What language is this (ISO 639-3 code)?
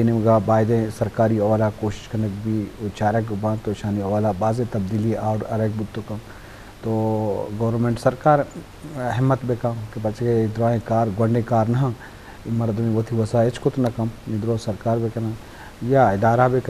bgp